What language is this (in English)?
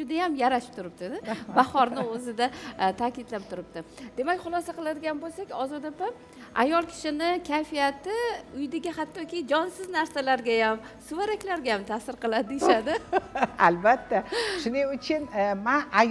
Uzbek